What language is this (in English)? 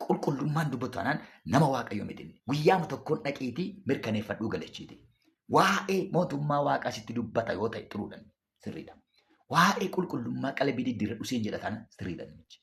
Oromo